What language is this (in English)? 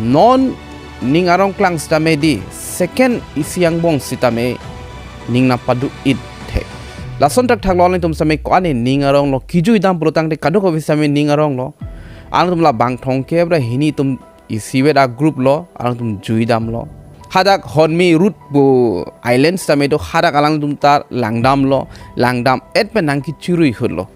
Karbi